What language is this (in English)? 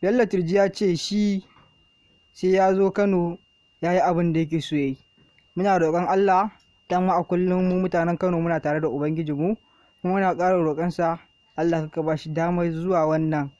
Hausa